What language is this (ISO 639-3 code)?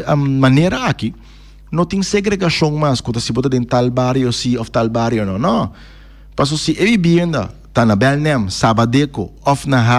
pap